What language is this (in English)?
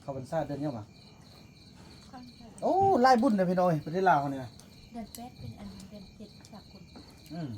Northeastern Thai